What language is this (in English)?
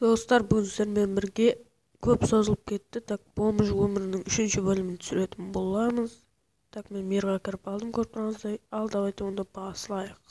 Kara-Kalpak